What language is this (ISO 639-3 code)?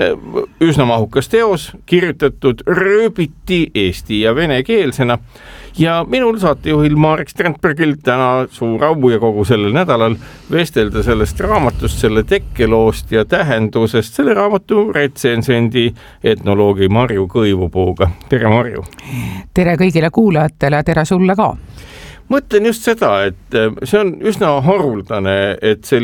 est